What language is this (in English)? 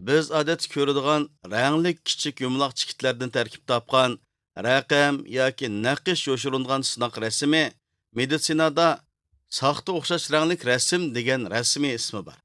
Uyghur